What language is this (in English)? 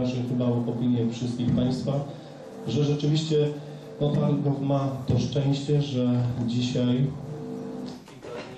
Polish